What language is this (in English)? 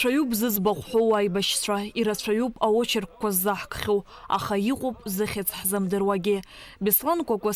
Abkhazian